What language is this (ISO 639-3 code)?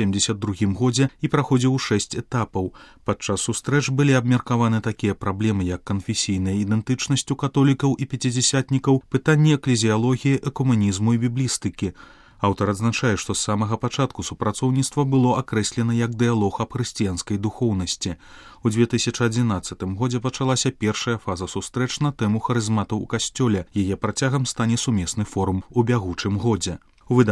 bel